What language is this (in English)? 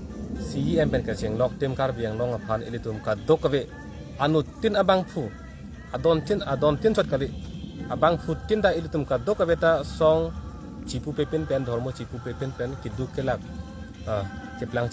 Karbi